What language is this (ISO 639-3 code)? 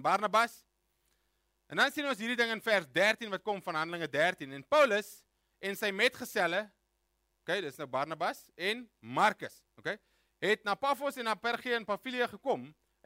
afr